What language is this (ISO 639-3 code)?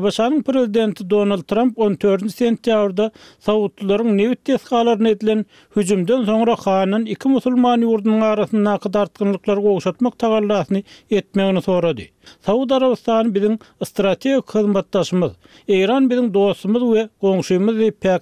tuk